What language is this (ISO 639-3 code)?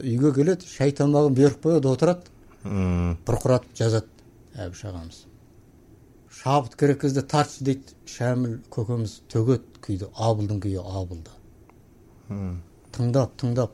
kaz